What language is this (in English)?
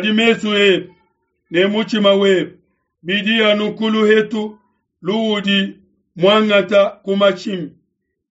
Luba-Lulua